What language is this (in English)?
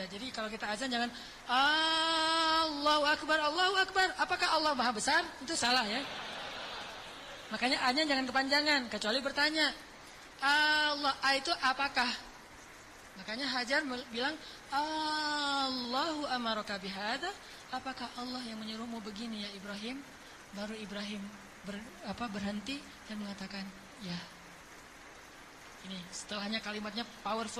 Indonesian